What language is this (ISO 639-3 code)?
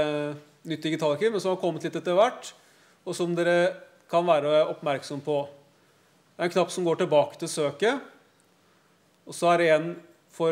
nor